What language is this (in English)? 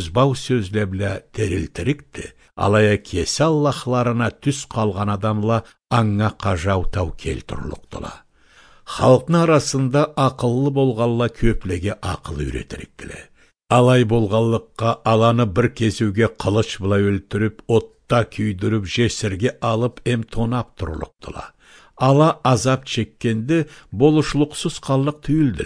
Karachay-Balkar